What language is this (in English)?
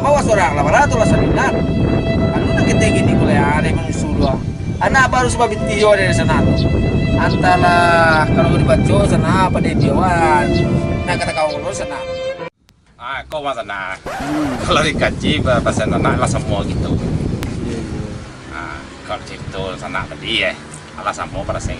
Minangkabau